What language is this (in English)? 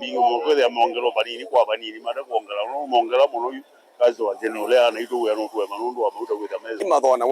Kamba